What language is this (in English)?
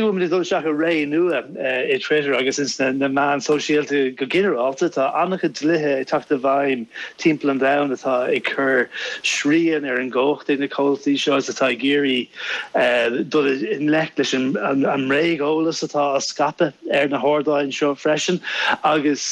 Irish